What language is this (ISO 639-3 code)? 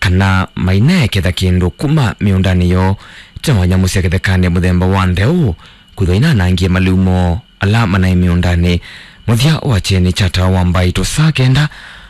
kam